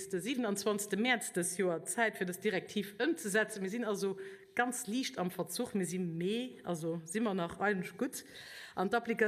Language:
Luxembourgish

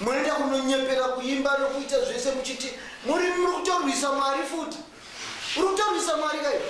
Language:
Shona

